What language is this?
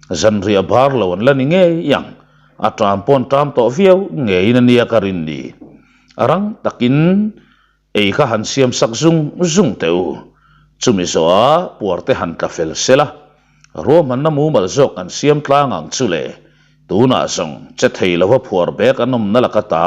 Mizo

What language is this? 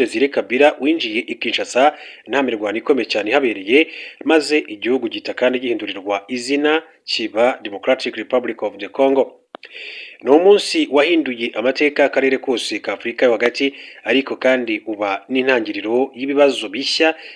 Kinyarwanda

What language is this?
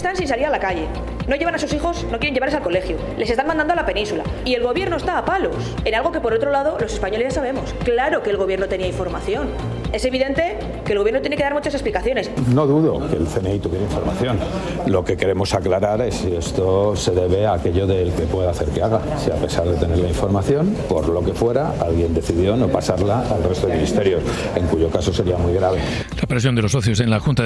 Spanish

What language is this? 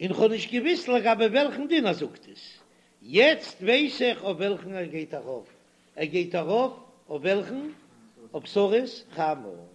Yiddish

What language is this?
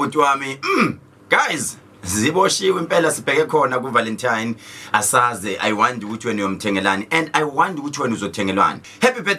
Zulu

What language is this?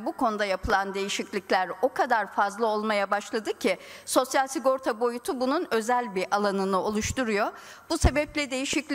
Turkish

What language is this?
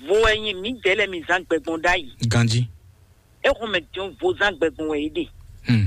Fon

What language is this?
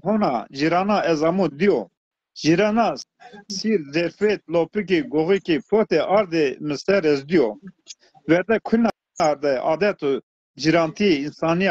Zaza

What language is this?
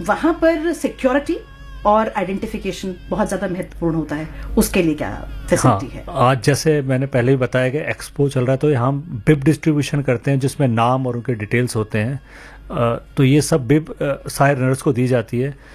Hindi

